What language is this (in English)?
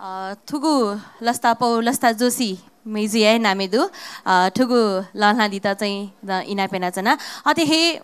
Newari